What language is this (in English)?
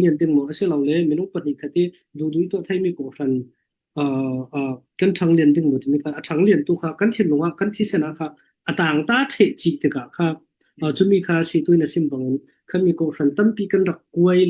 Falam Chin